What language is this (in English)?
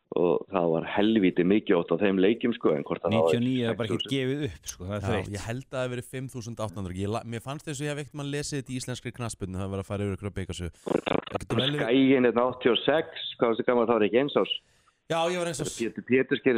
Icelandic